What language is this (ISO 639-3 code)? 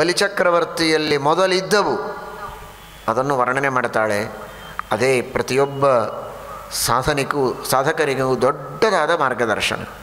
kan